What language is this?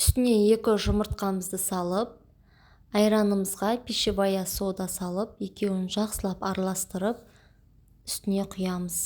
Kazakh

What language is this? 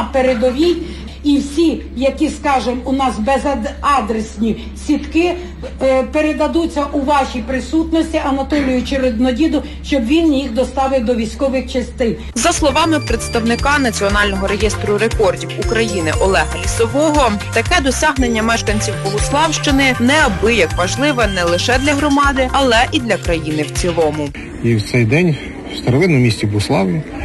Ukrainian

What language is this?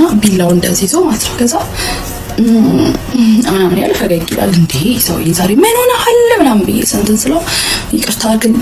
Amharic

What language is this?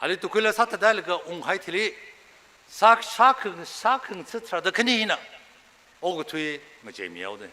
Tangkhul Naga (India)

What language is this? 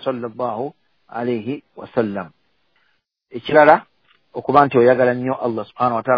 Ganda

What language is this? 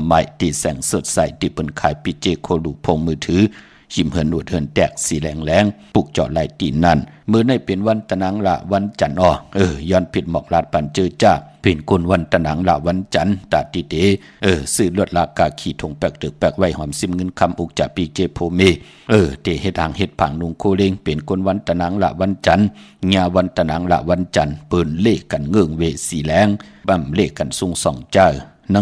Shan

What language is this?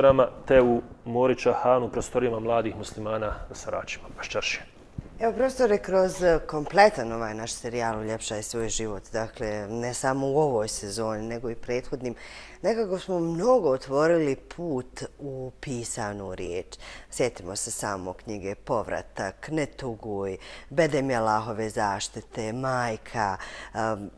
Bosnian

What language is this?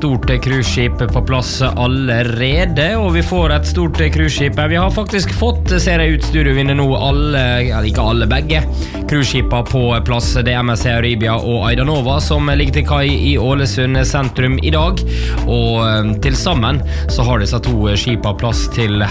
Norwegian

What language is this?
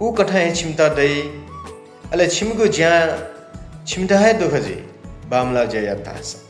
Newari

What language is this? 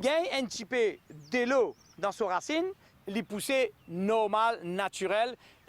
Morisyen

